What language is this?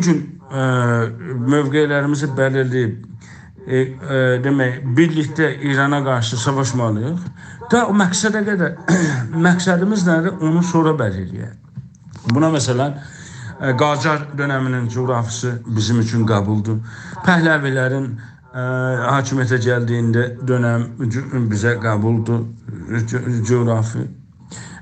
South Azerbaijani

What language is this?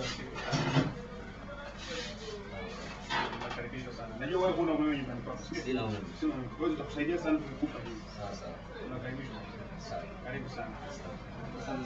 Swahili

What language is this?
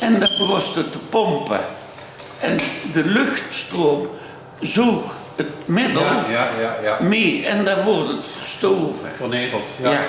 Limburgish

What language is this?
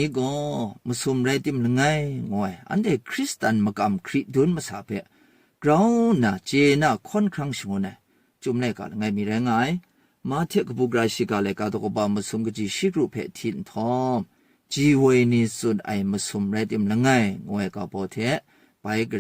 Kachin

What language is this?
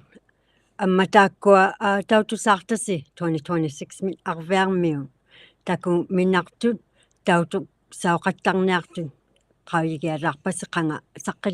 Inuktitut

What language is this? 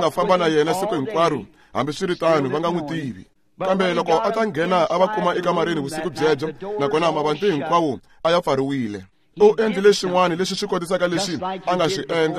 Tsonga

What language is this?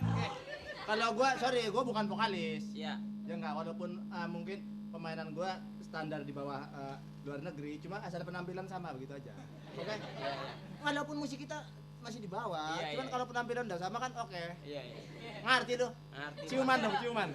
Betawi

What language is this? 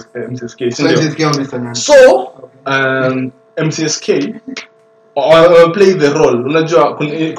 Swahili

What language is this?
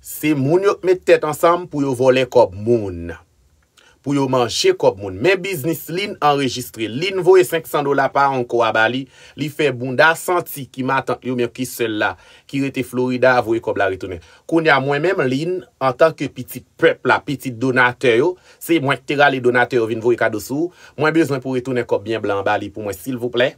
Haitian Creole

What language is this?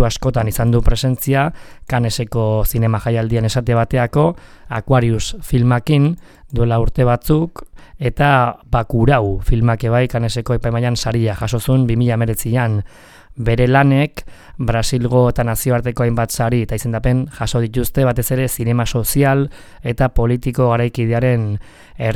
Basque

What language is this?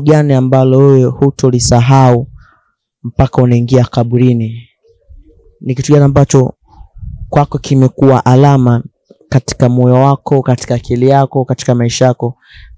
Swahili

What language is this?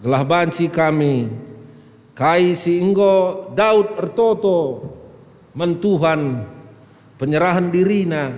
Batak Karo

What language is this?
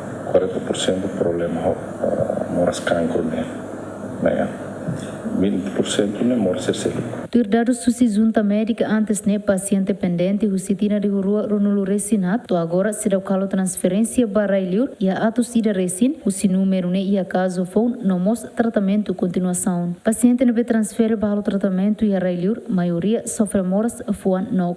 Tetum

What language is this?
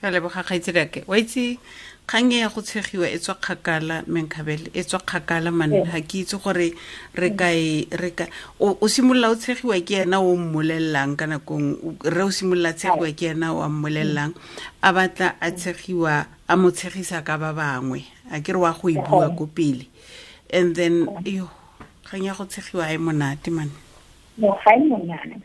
Tswana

